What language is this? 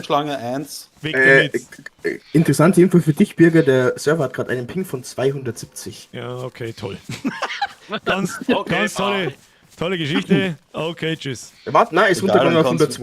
Bavarian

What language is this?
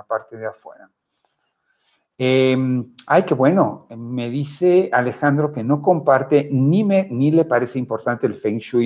Spanish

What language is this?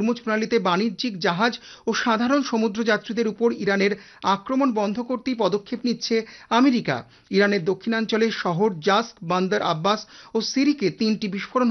Bangla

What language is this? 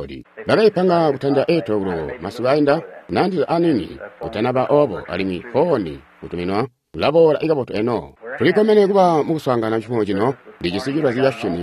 Tonga (Zambia)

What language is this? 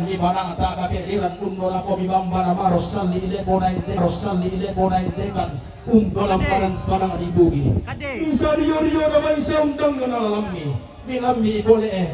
Toraja-Sa'dan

